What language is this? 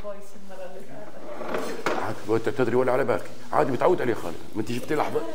Romanian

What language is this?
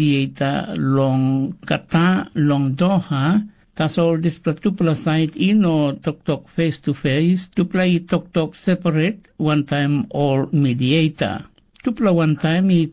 Tok Pisin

